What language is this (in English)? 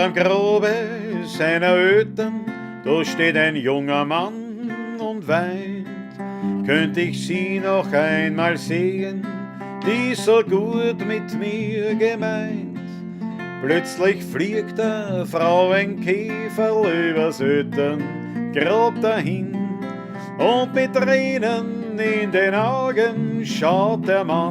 Bavarian